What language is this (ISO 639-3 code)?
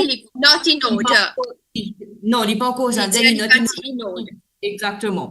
mfe